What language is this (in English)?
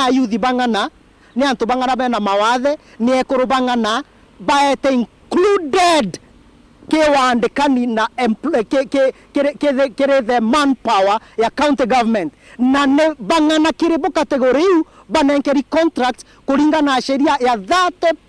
Meru